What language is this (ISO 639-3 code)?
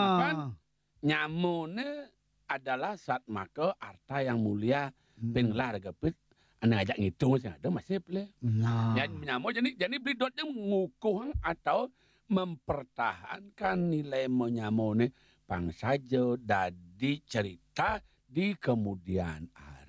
ban